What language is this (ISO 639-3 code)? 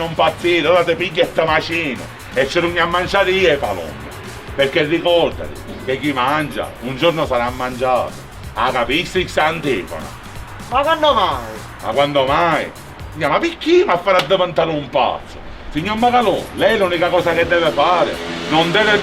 scn